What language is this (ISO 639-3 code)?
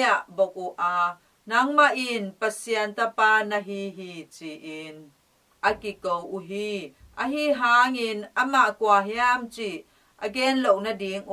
ctd